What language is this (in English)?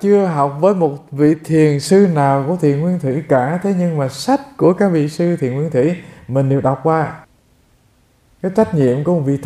Vietnamese